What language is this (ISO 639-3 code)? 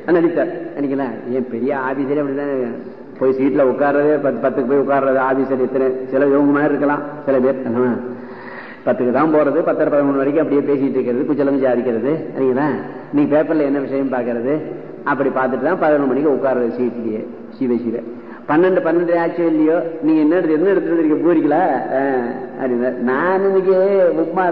tam